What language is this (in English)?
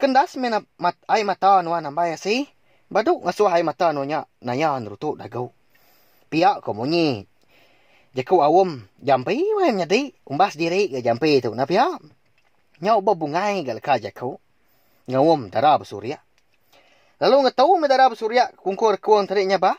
Iban